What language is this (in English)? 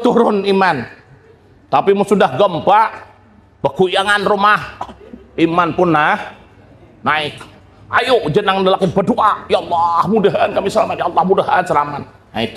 Banjar